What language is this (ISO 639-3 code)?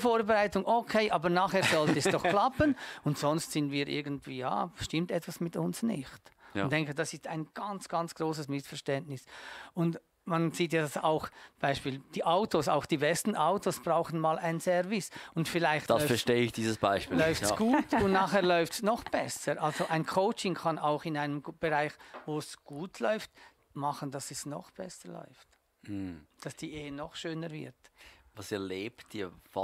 gsw